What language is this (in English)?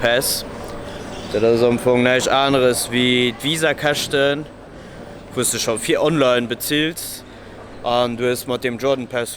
Luxembourgish